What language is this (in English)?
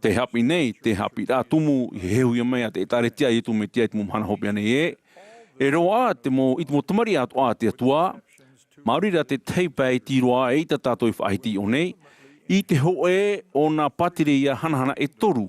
Tahitian